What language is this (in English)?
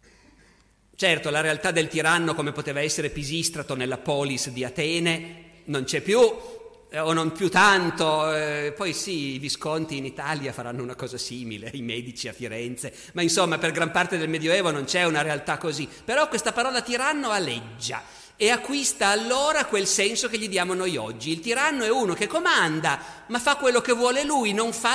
Italian